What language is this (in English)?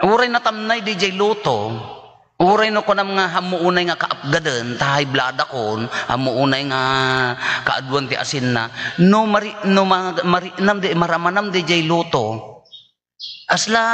Iloko